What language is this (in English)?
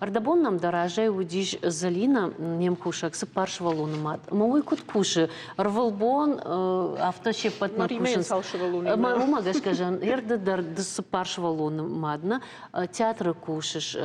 Ossetic